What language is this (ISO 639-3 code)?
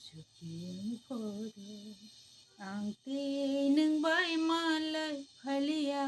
trp